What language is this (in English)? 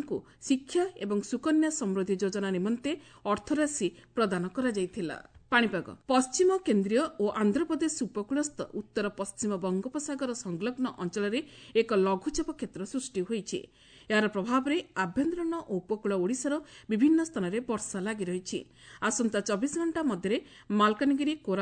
Odia